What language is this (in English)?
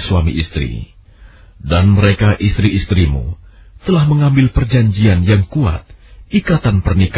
Indonesian